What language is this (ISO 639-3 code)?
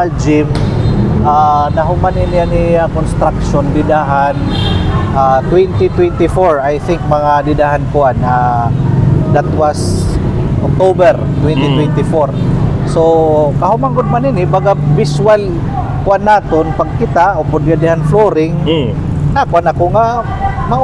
war